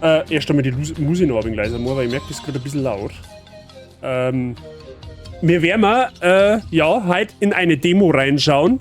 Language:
Bavarian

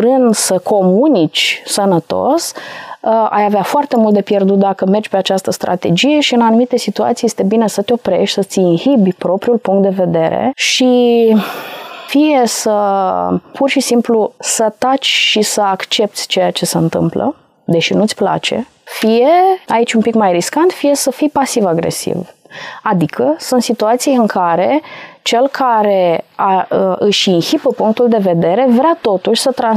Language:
Romanian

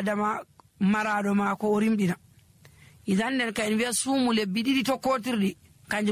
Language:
Nigerian Fulfulde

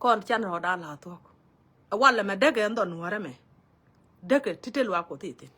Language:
Nuer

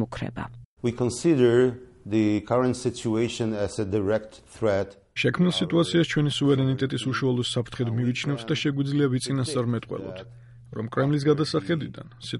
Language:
Georgian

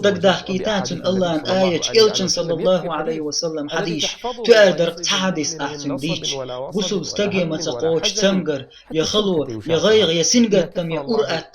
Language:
Chechen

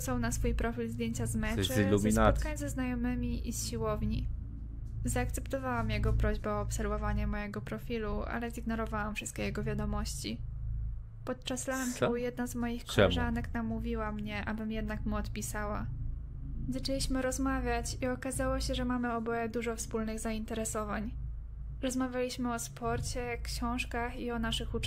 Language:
Polish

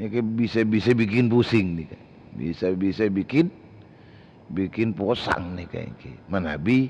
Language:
Madurese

